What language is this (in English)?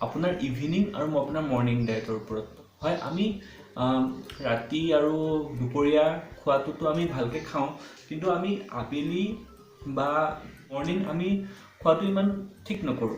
Assamese